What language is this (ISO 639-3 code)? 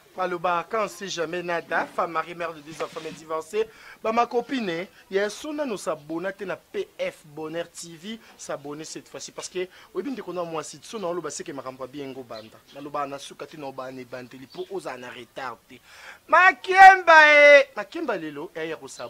lin